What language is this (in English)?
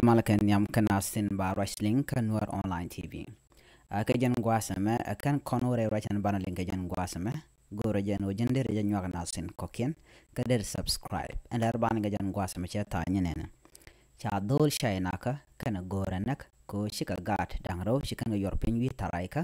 Nuer